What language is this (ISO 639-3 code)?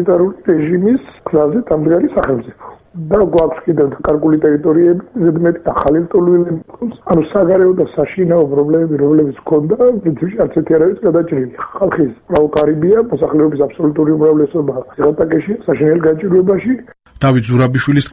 kat